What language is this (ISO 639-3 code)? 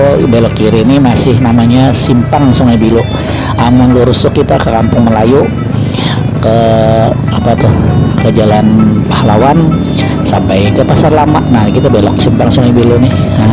bjn